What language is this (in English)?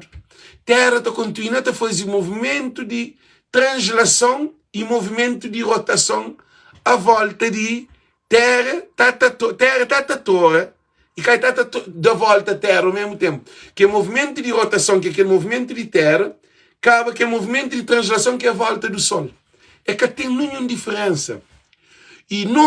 Kabuverdianu